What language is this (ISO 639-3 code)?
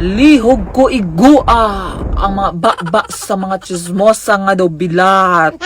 hil